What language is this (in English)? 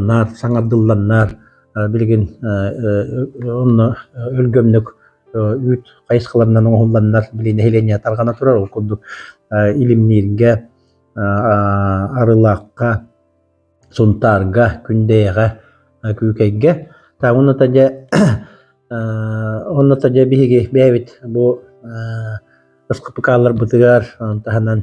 Yakut